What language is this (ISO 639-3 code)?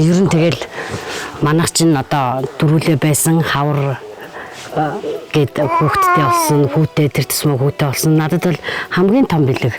mon